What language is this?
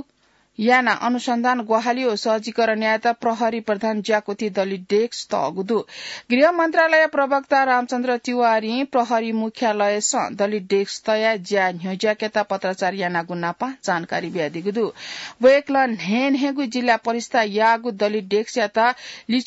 Newari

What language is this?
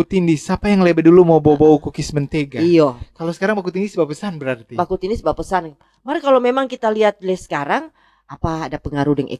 Manado Malay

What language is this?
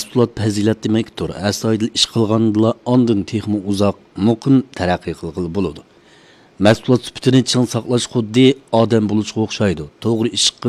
Uyghur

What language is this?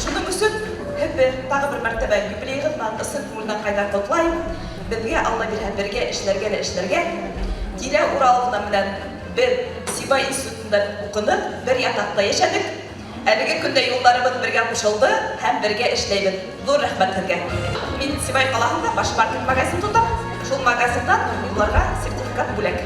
Bashkir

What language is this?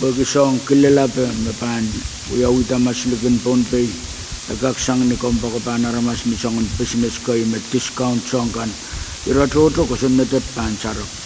Pohnpeian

